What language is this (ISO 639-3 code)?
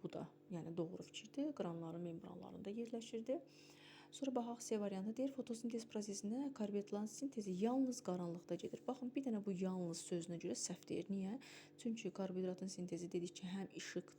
aze